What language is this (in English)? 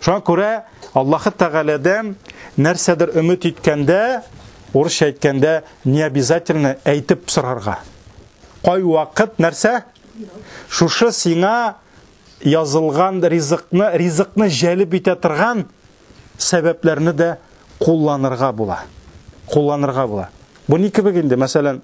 Tatar